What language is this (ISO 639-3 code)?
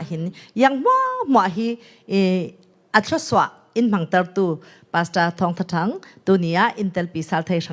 cfm